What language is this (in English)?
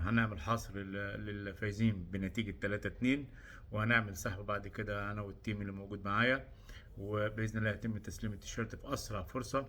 Egyptian Arabic